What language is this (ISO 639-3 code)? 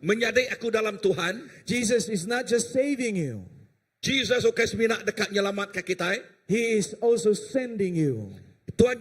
iba